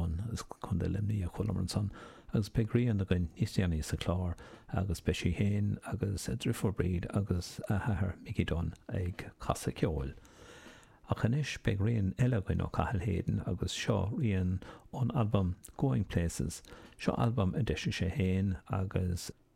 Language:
Irish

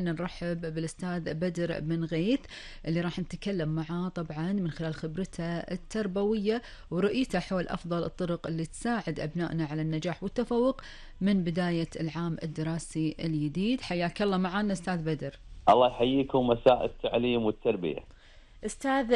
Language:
Gulf Arabic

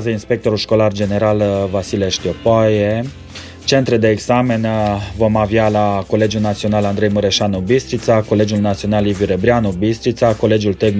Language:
Romanian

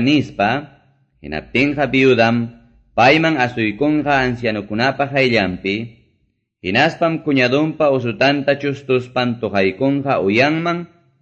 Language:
Quechua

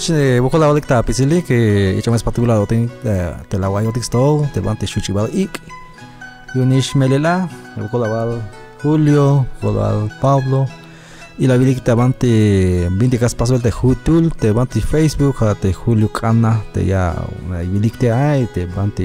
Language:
Tzeltal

